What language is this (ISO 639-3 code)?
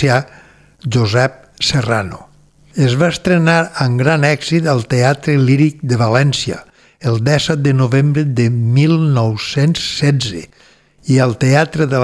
cat